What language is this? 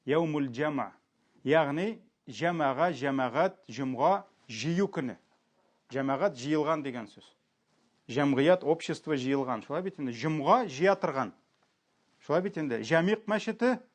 Tatar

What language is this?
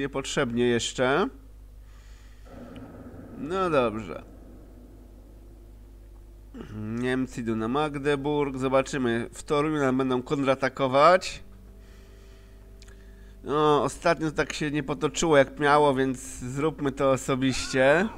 Polish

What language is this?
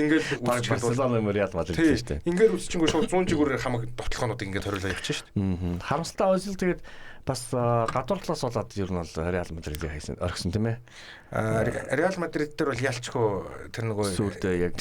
Mongolian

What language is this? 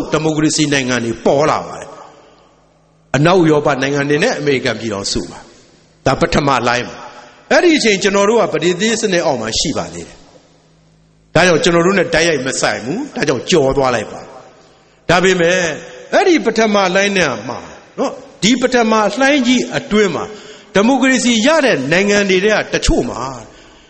Burmese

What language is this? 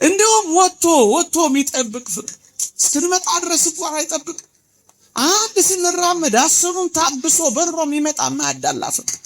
Amharic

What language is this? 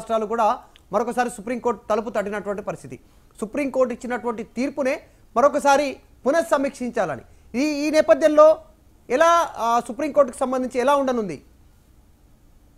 Telugu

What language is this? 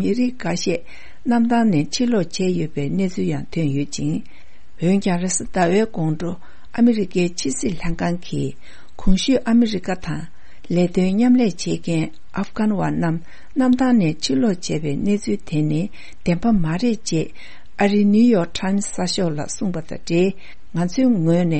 Tibetan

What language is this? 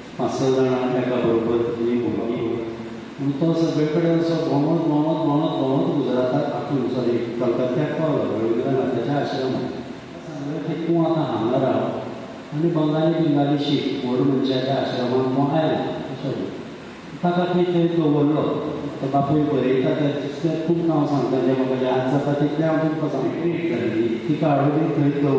Konkani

